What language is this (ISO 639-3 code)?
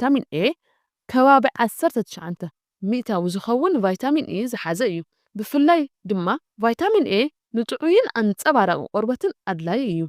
tir